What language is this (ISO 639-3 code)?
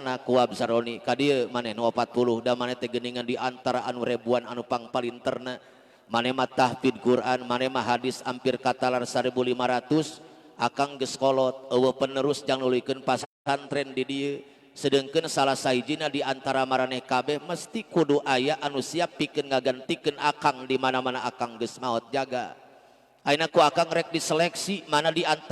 sun